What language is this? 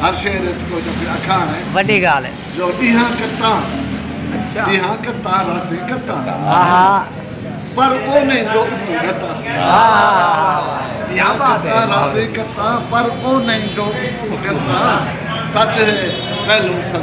Saraiki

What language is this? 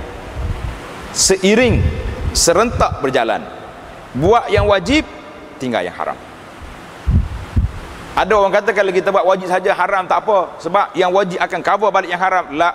Malay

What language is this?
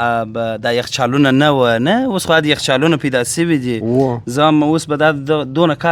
Pashto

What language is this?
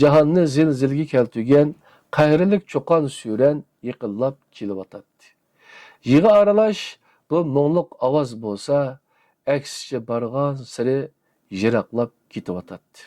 Uyghur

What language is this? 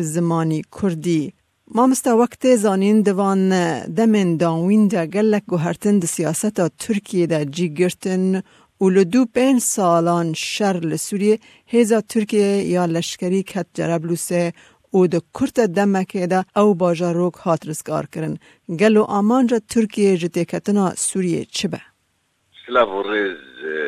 Kurdish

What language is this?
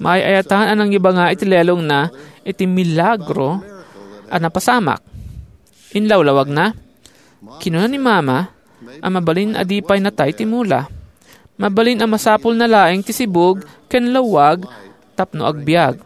Iloko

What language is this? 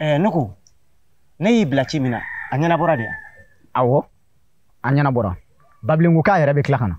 Bambara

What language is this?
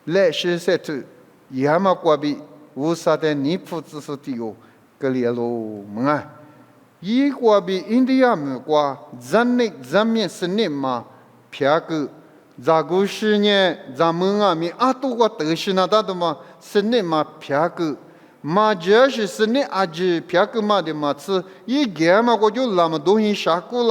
Lisu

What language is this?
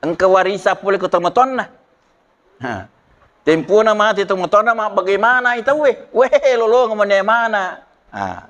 Buginese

